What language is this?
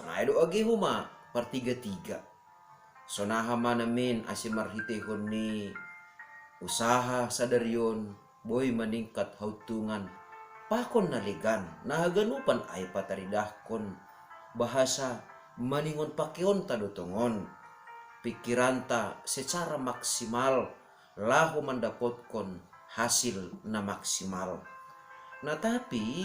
Batak Simalungun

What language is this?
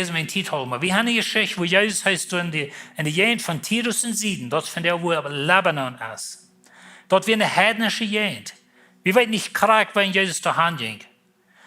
Plautdietsch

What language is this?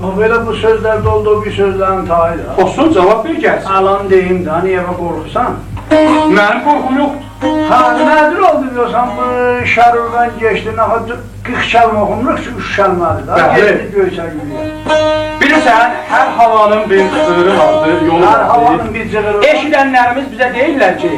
South Azerbaijani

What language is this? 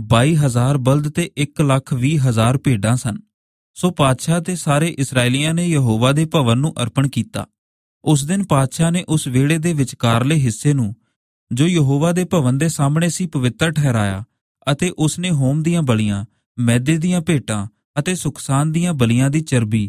Punjabi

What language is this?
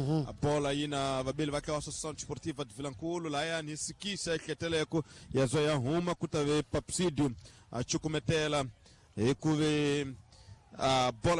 Tsonga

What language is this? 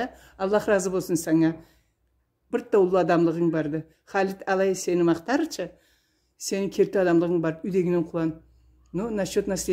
Karachay-Balkar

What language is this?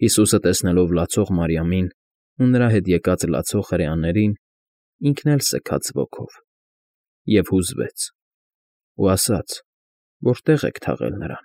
Armenian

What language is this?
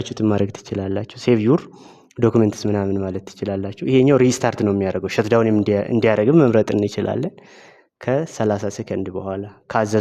Amharic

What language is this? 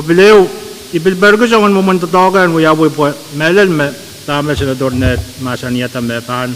Pohnpeian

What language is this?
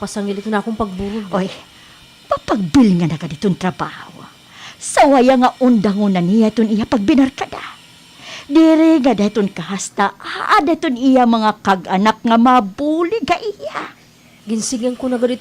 Waray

